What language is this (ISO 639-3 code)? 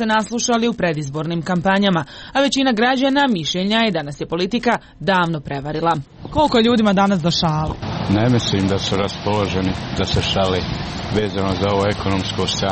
hrv